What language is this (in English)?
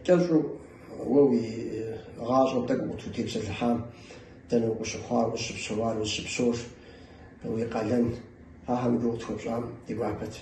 Kabardian